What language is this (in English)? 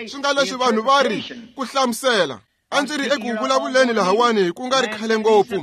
Tsonga